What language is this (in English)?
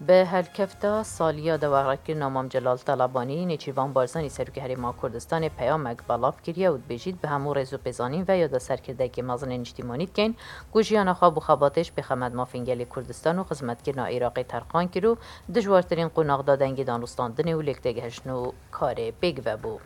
Kurdish